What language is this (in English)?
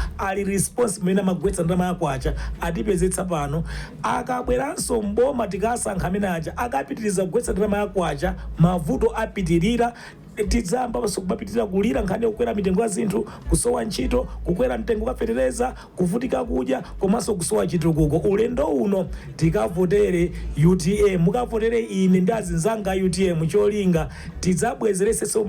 Nyanja